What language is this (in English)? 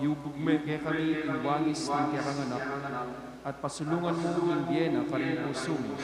Pampanga